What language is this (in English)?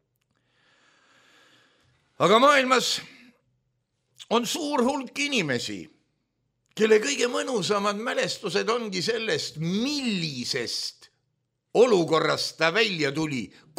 Estonian